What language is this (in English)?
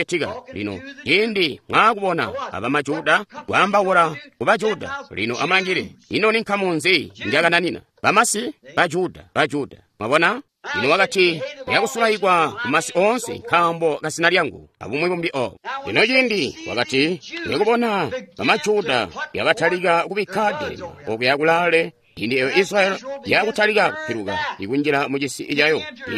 Tonga (Zambia)